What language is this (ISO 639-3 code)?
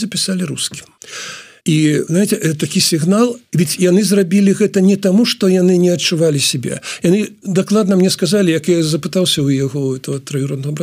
bel